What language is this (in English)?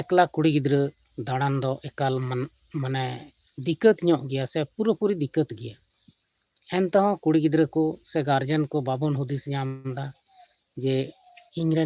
Santali